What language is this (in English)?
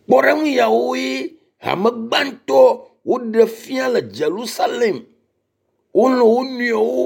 Ewe